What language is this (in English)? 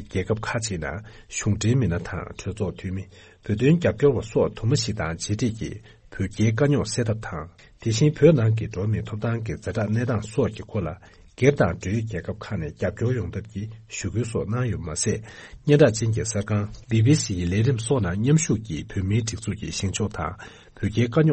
Tibetan